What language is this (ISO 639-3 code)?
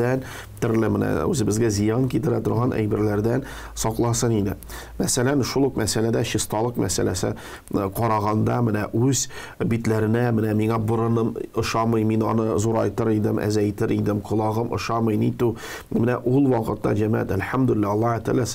tat